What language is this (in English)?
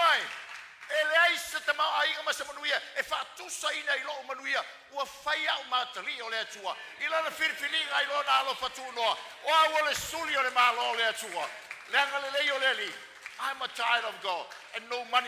Samoan